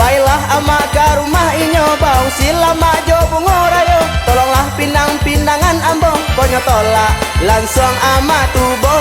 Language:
Minangkabau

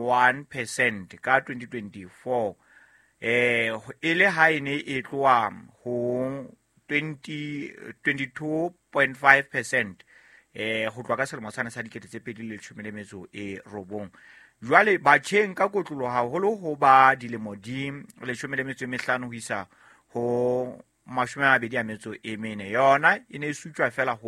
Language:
Southern Sotho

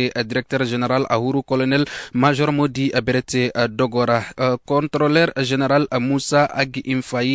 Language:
Zarma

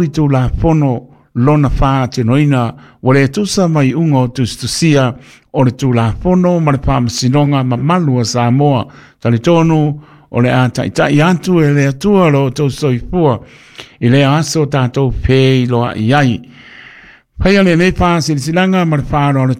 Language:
Samoan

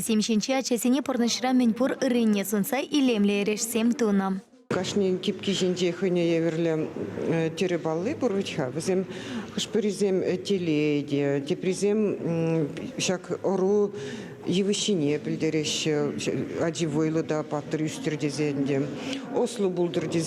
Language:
Chuvash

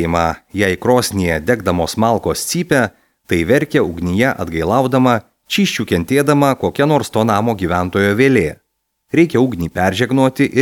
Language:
Lithuanian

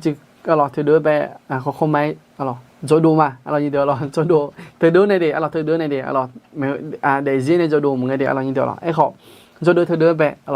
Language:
Akha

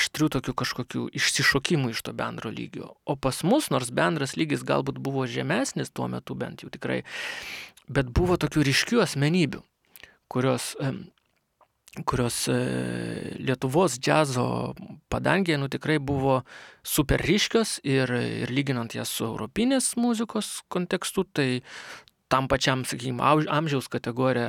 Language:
Lithuanian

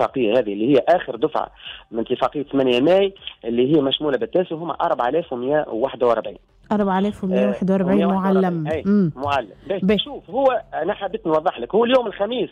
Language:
Tunisian Arabic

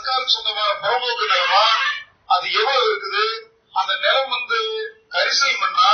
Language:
Tamil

